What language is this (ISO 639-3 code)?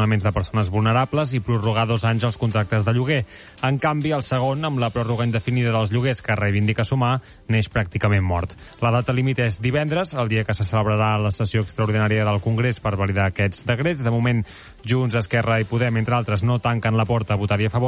cat